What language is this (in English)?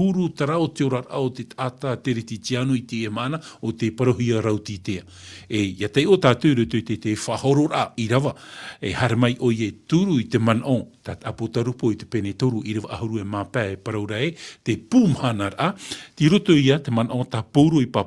Tahitian